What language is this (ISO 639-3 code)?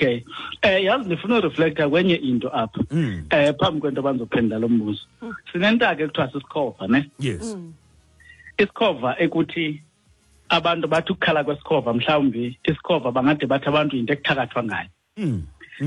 xho